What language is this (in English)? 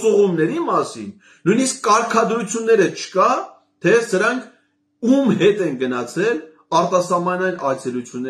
Armenian